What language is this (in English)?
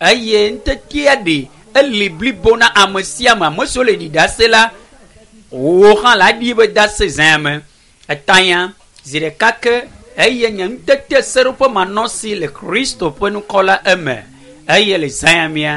Ewe